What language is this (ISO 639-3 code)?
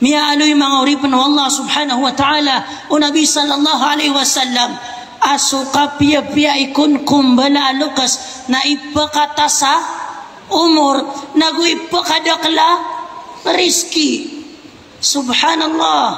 mrw